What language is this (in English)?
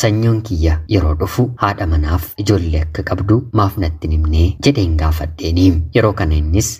Oromo